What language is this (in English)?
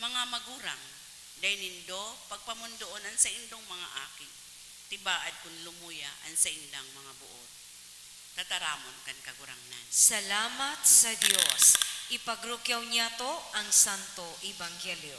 Bikol